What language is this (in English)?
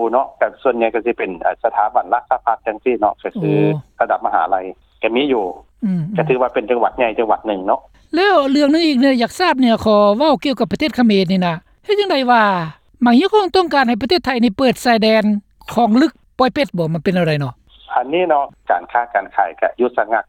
Lao